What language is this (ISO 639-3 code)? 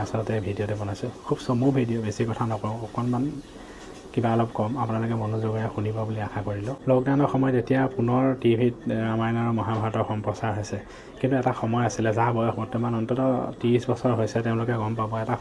asm